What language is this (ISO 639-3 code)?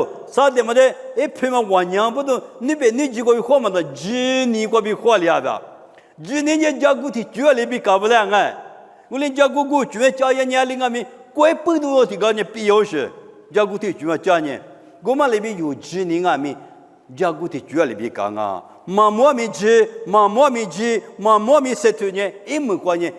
lis